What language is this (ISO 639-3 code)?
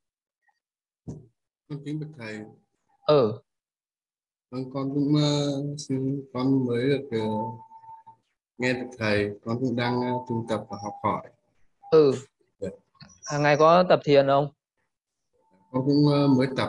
vie